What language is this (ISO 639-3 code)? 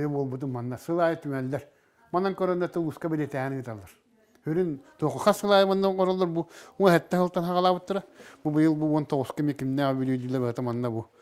sah